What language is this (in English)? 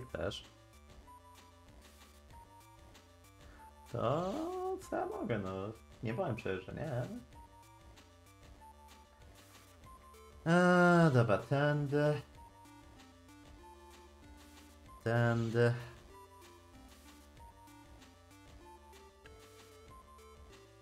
Polish